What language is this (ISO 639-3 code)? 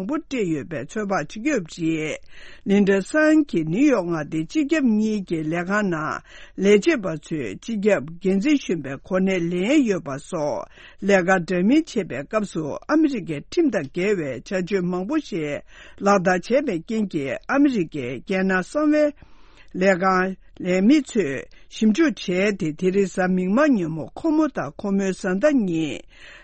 bod